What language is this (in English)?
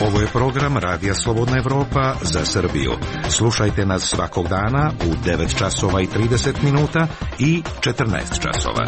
Serbian